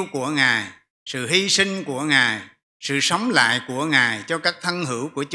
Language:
Vietnamese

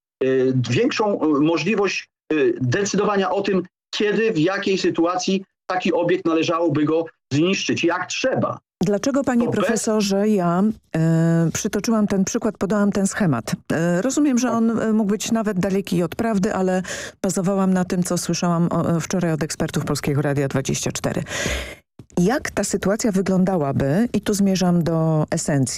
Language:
Polish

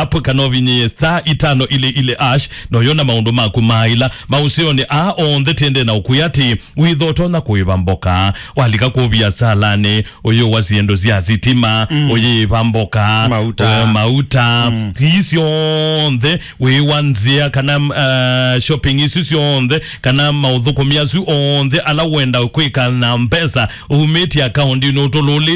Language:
Kamba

